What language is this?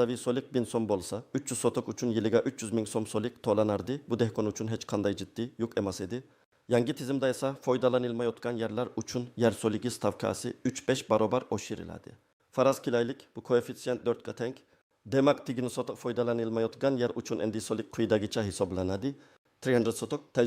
Uzbek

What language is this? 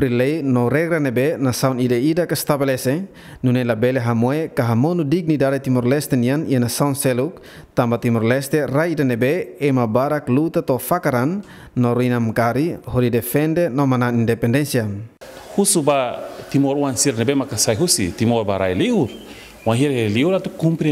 Tetum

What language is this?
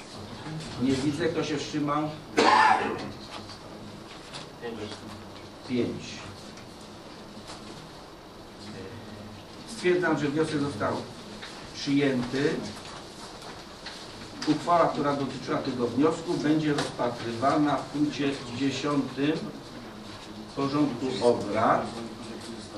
Polish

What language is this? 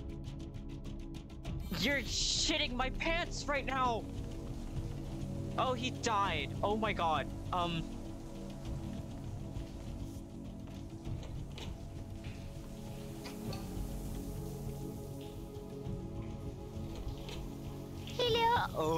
English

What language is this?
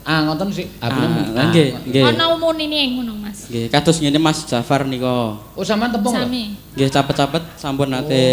Javanese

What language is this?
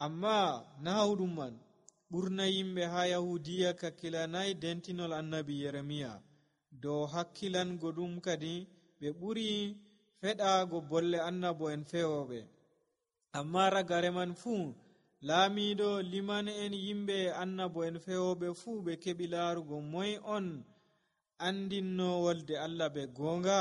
Nigerian Fulfulde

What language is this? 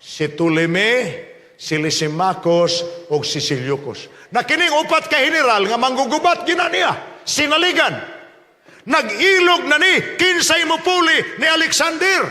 Cebuano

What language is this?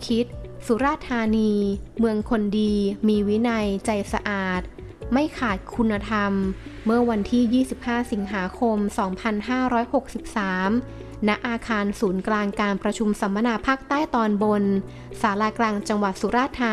Thai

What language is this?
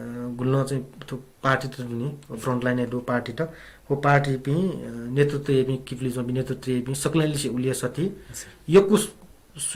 Newari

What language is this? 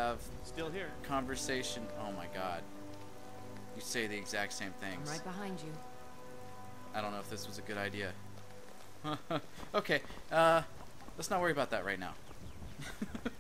English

